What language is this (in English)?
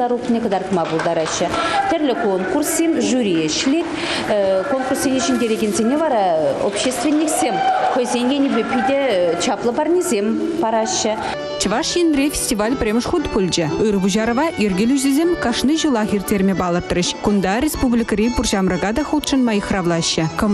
Chuvash